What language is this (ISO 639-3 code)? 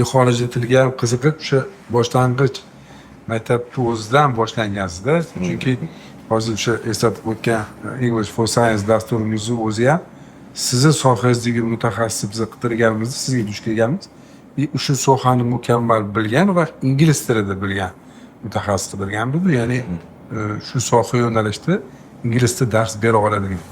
uzb